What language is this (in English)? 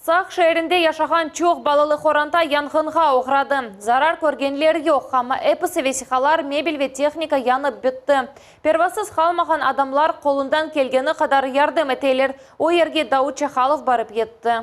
Crimean Tatar